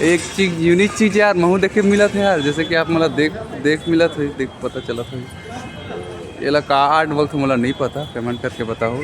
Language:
Chhattisgarhi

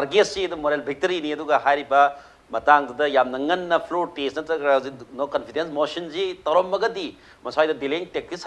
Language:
Manipuri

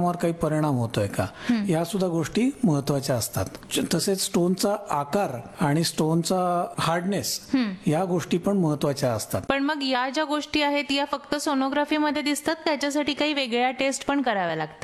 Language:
Marathi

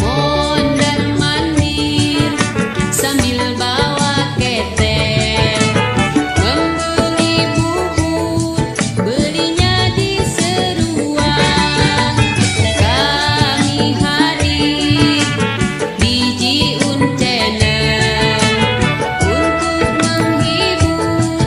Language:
Betawi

